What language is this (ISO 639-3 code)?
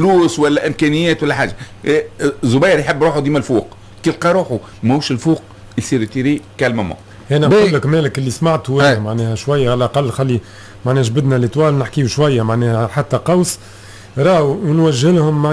aeb